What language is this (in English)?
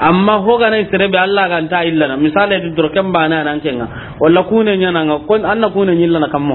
Soninke